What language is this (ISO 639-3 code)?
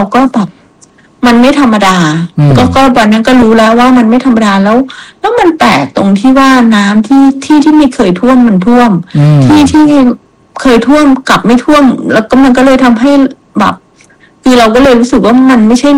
tha